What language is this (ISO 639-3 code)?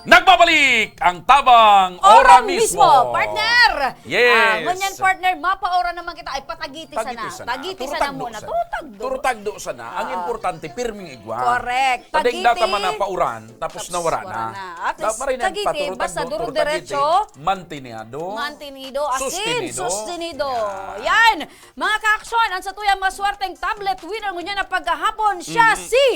bik